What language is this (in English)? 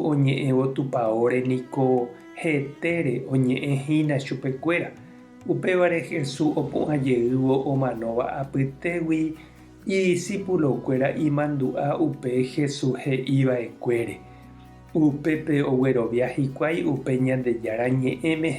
Guarani